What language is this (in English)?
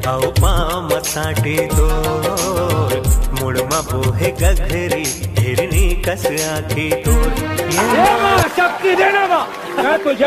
Chhattisgarhi